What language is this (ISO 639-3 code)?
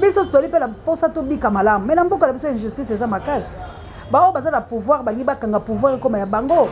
lin